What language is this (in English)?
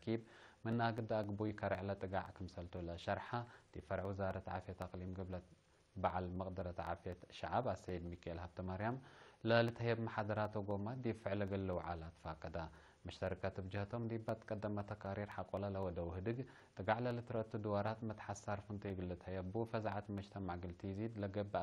Tigre